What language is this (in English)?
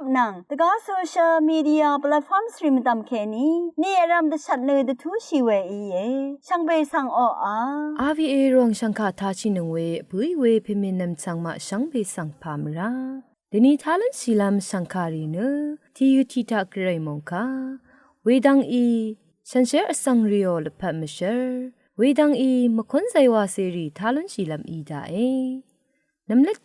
Rawang